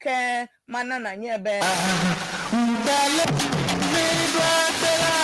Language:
Ewe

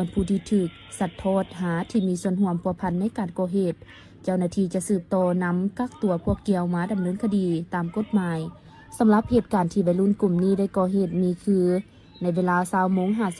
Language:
Lao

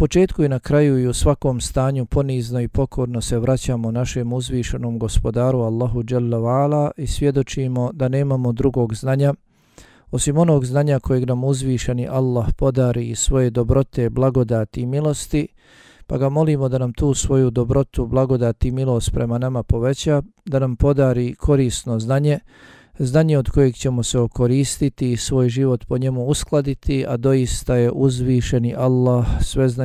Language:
Bosnian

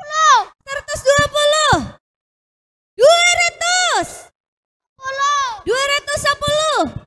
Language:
Banjar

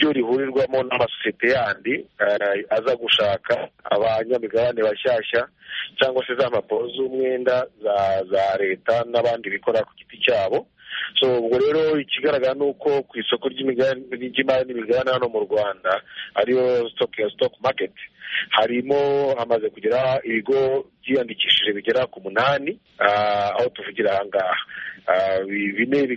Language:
Kinyarwanda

